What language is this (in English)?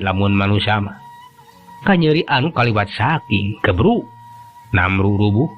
Sundanese